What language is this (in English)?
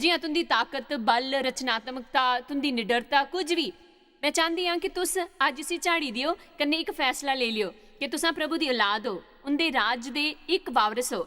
Dogri